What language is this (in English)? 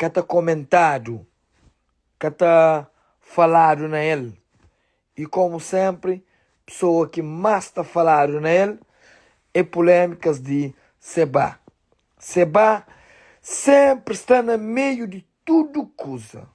Kabuverdianu